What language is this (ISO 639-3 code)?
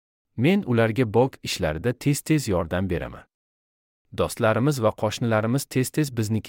uzb